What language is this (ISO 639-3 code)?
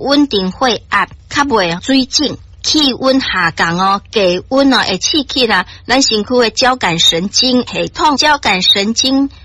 nan